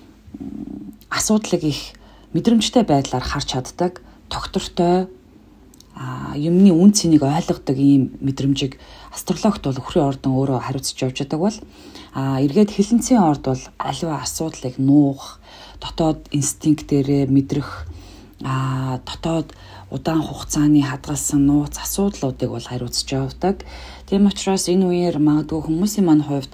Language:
Mongolian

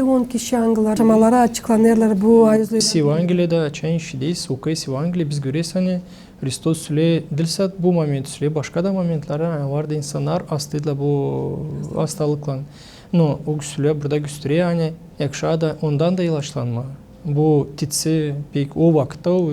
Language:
Gagauz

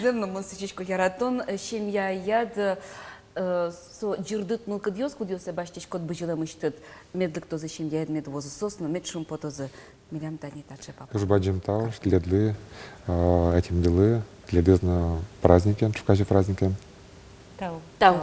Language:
Udmurt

